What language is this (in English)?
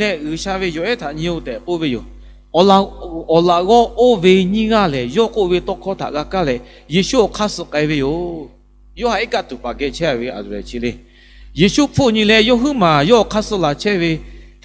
Lahu